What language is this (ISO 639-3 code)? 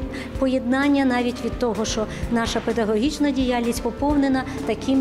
ukr